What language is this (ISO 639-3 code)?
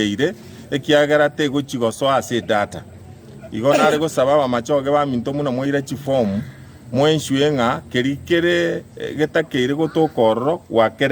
guz